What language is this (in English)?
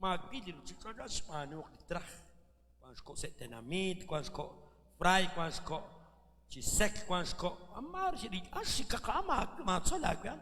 Kekchí